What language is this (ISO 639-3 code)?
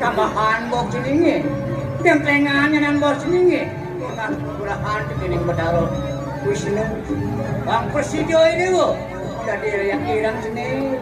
ban